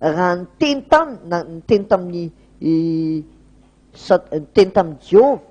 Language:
Malagasy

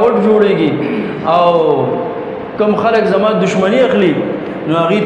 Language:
Pashto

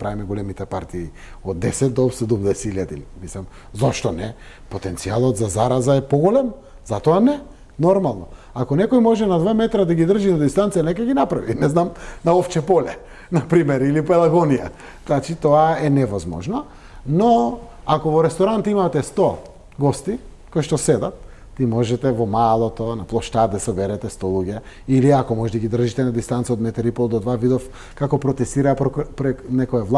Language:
Macedonian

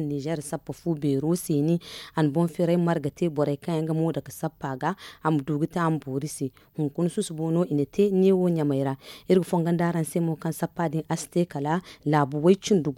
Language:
Zarma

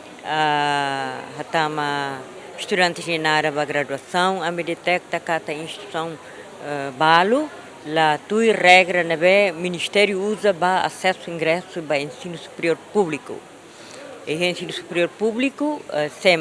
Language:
Tetum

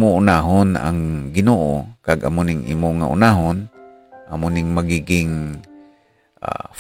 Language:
Hiligaynon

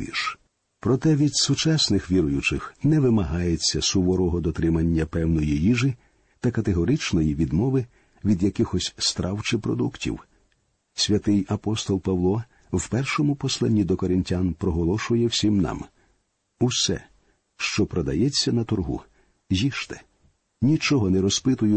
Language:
Ukrainian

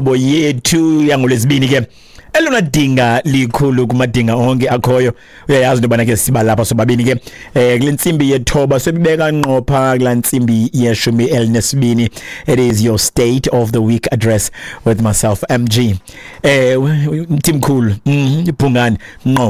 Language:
Xhosa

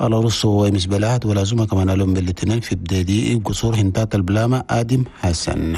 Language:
Chadian Arabic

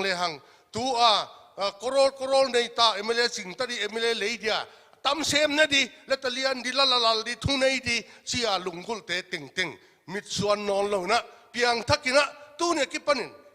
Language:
Paite Chin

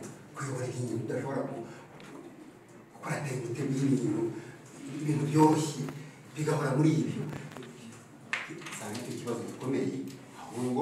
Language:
Kinyarwanda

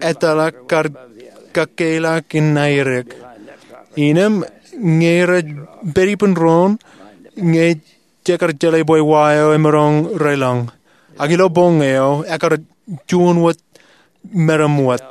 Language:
Marshallese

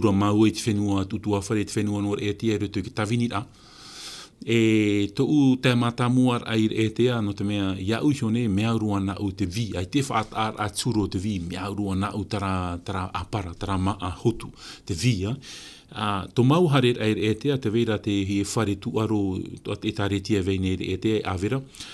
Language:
Tahitian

